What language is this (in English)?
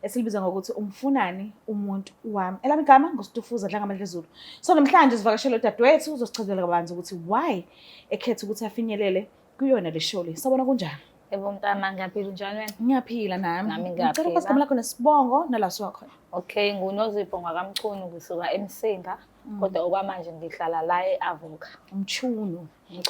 Zulu